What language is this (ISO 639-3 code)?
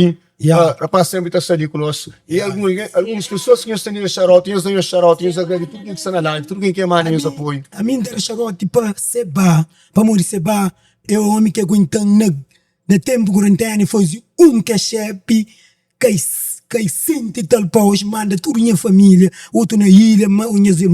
kea